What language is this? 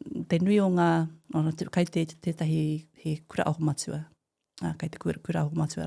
Māori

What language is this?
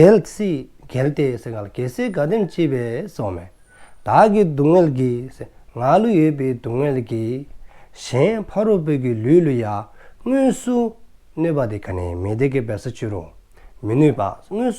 Dzongkha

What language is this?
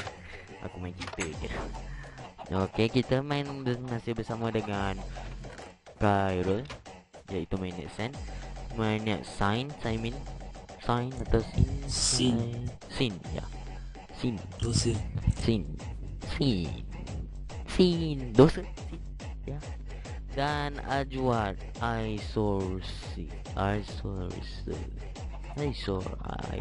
Malay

